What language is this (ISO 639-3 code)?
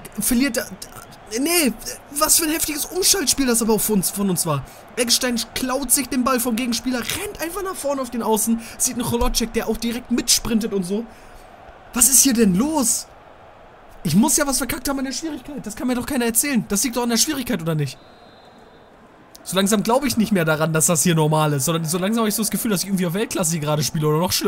deu